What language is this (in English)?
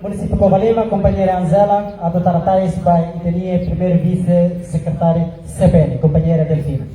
Tetum